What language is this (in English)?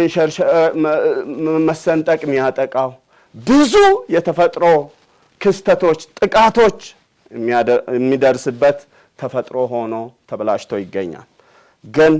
Amharic